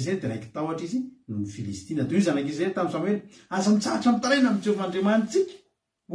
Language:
Malagasy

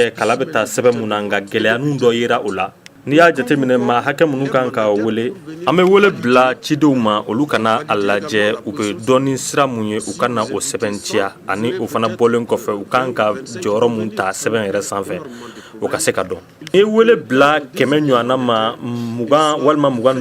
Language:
Bambara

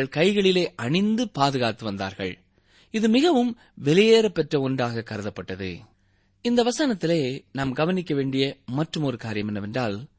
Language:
Tamil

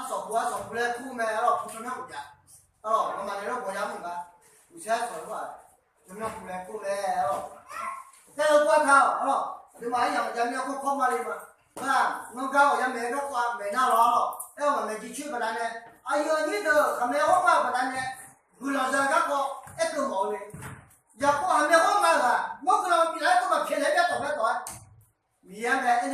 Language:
Akha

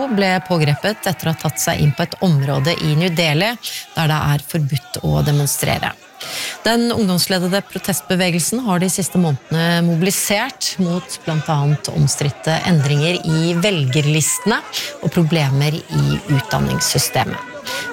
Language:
Norwegian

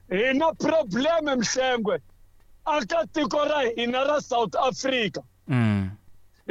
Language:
Tsonga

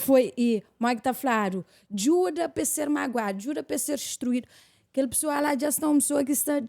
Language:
Kabuverdianu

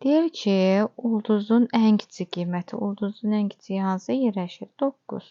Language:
Azerbaijani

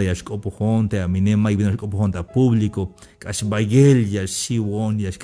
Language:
Tzeltal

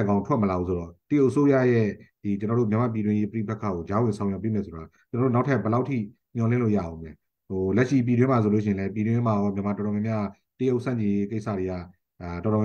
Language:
Burmese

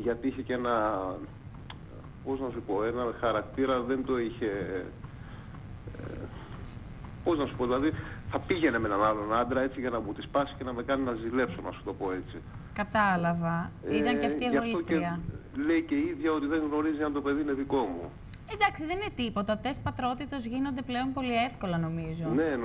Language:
Greek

